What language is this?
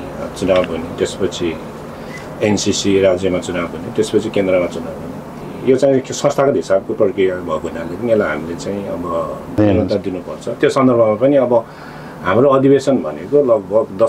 Nepali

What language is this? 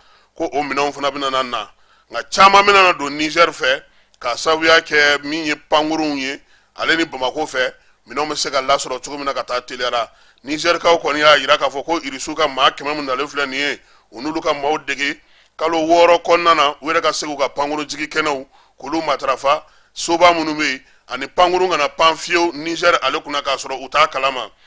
Bambara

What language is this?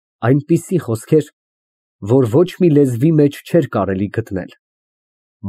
Armenian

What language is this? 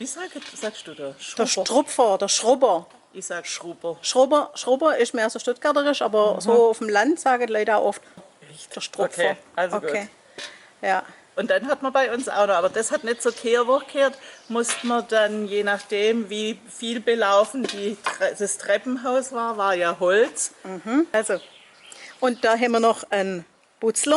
Swabian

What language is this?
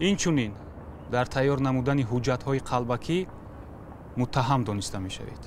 Tajik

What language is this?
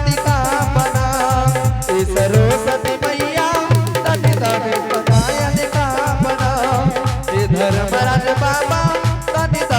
Angika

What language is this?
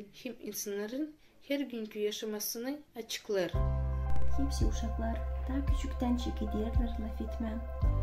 Gagauz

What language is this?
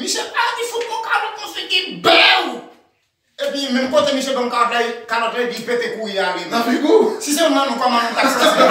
Haitian Creole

